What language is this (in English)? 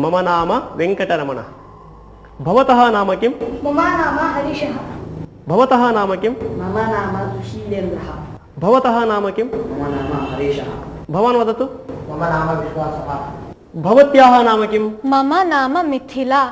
Sanskrit